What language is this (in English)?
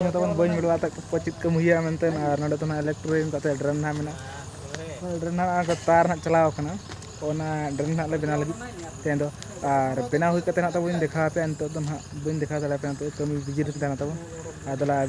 Santali